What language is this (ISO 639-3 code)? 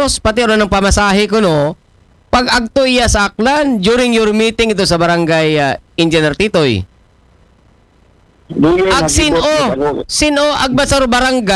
akl